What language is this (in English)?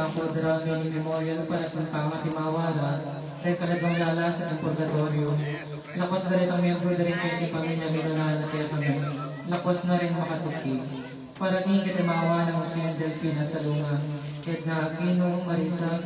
Pampanga